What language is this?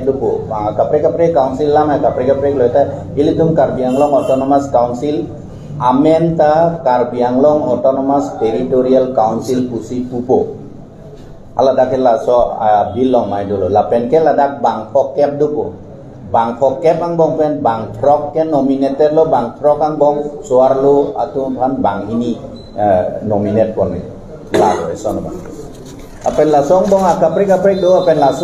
Karbi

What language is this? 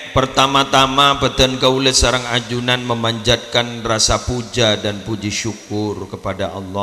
Madurese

